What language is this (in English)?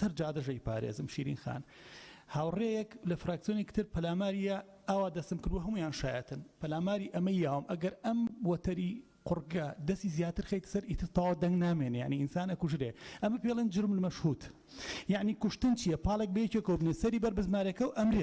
Central Kurdish